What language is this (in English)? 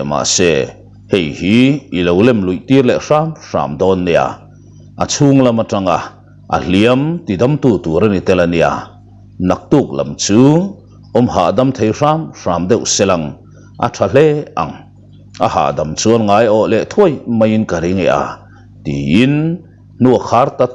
Mizo